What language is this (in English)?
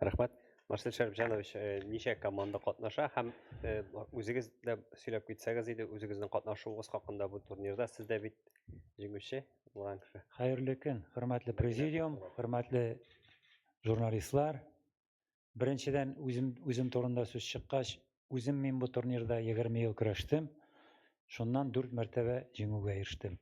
Tatar